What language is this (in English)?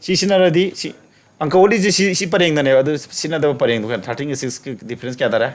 Manipuri